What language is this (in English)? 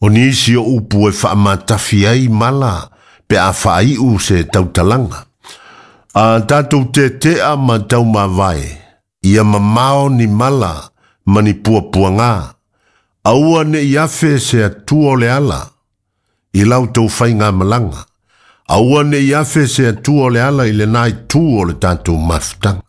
Samoan